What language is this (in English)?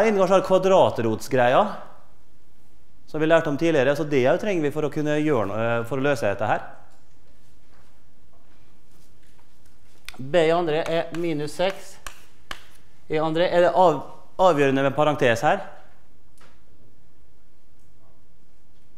Norwegian